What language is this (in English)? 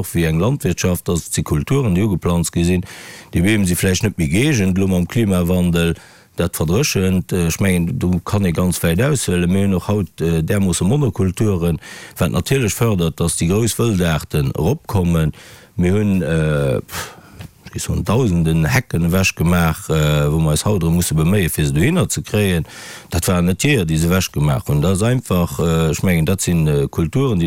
Luxembourgish